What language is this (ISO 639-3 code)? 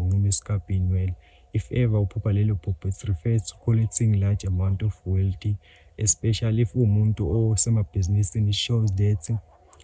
zul